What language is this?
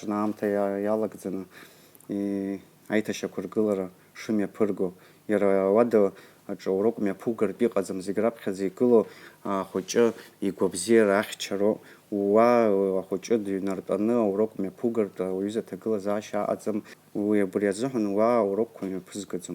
Abkhazian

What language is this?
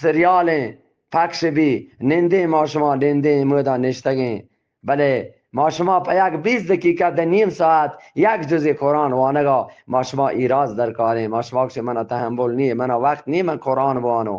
Eastern Balochi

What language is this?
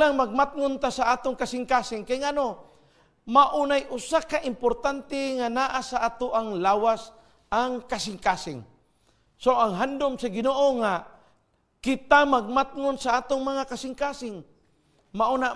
Cebuano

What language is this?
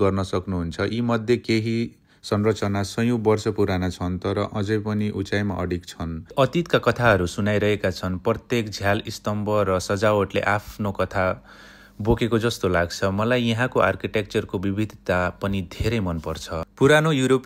Nepali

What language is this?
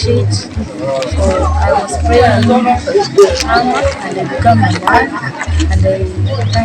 Kamba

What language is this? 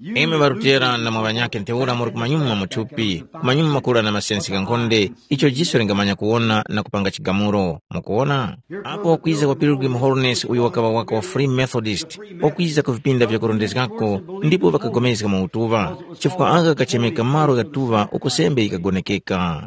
Tumbuka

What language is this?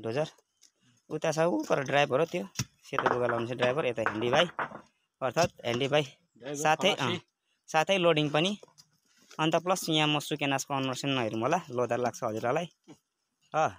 Nepali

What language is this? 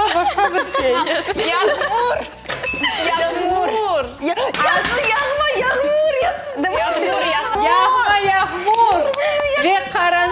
Crimean Tatar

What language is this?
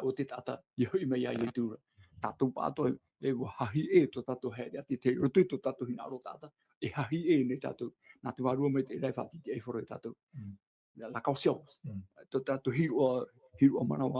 Tahitian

